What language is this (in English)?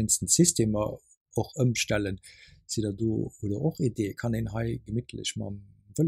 Luxembourgish